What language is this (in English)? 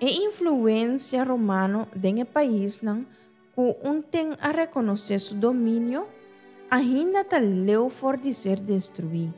Papiamento